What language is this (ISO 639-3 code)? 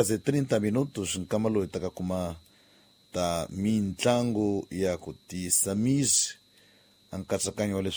tso